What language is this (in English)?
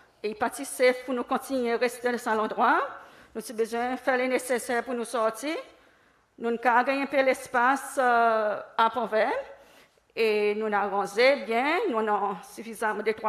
Seselwa Creole French